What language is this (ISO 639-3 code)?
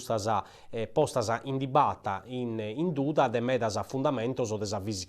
srd